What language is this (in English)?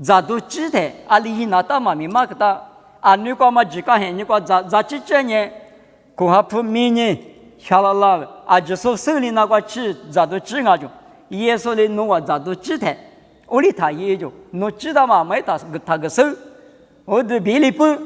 Lisu